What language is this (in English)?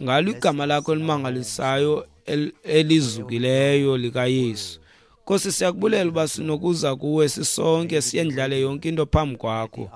Xhosa